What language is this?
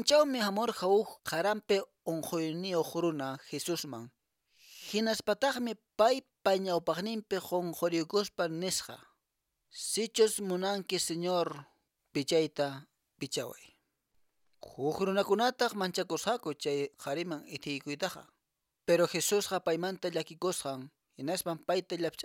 Quechua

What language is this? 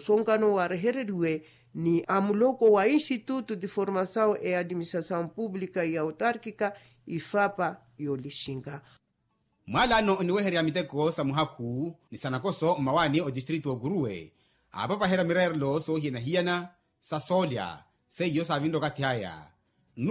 Makhuwa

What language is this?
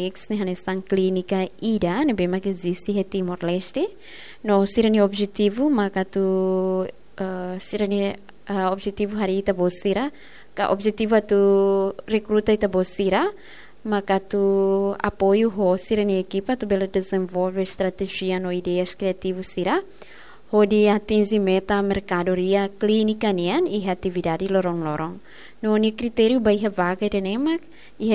Tetum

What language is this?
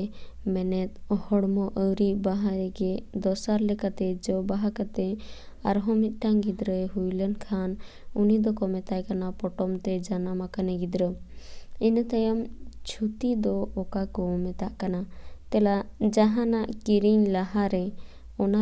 Santali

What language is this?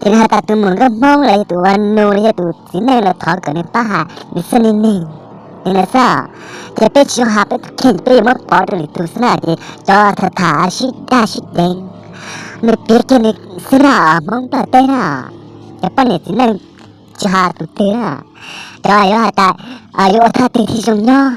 Hmong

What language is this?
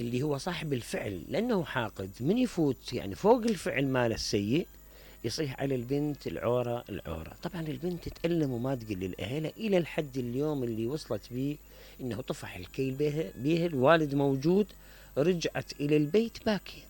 Mesopotamian Arabic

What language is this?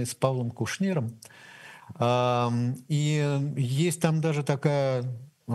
Russian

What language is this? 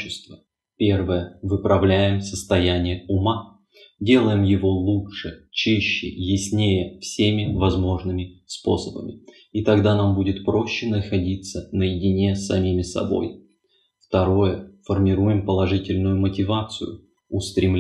Russian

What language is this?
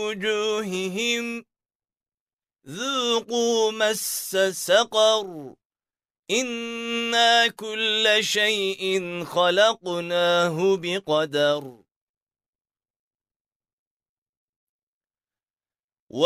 Arabic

